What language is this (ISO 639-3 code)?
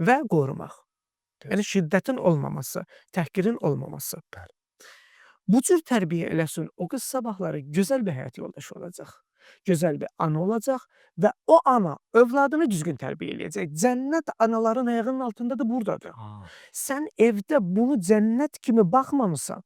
aze